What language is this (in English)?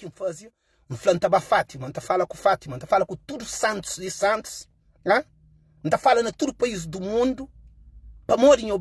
Kabuverdianu